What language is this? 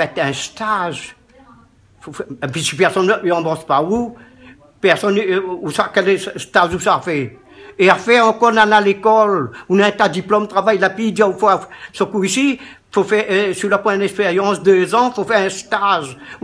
Réunion Creole French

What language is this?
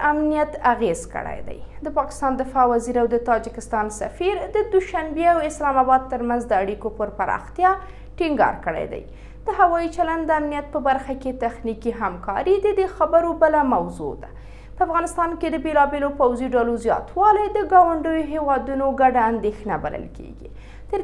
Pashto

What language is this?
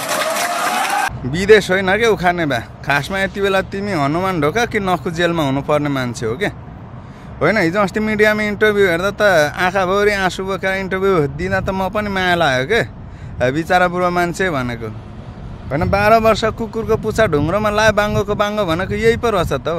Nepali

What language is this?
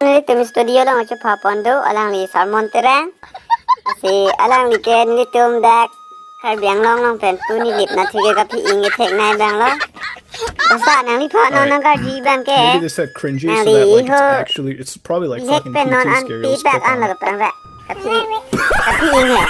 Karbi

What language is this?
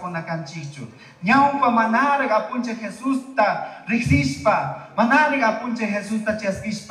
Chimborazo Highland Quichua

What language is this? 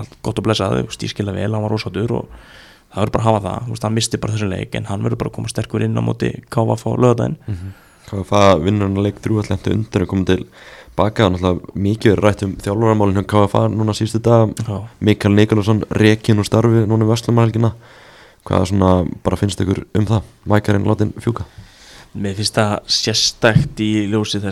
Icelandic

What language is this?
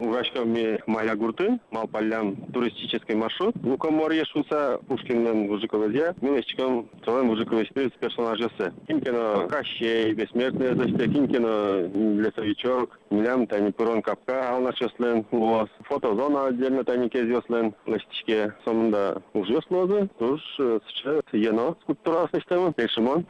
Udmurt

